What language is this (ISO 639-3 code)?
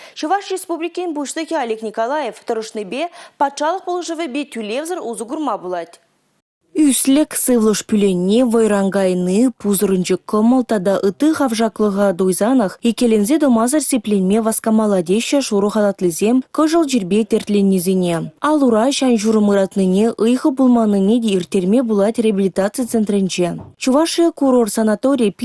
chv